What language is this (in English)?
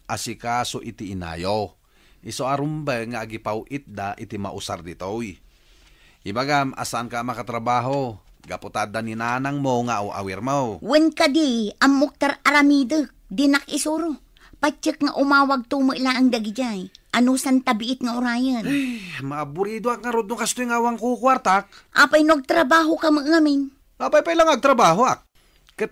Iloko